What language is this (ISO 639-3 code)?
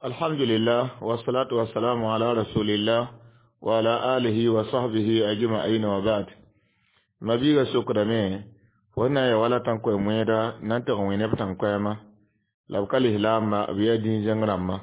mos